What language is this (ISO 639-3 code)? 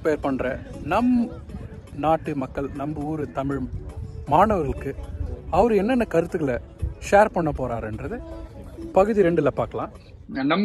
tam